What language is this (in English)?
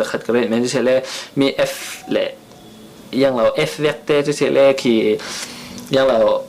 Falam Chin